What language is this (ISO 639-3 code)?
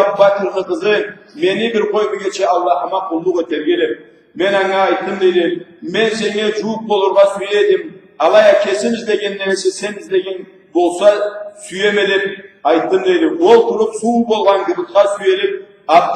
krc